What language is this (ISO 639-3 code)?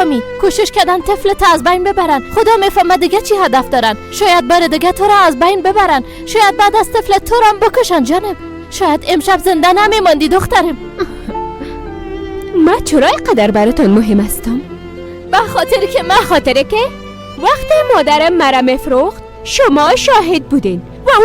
fas